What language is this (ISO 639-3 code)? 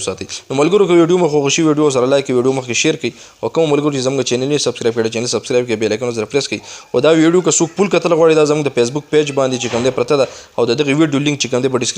pus